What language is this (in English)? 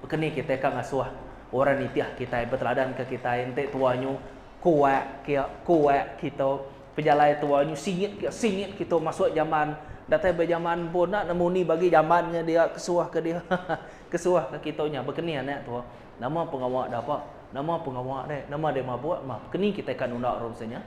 Iban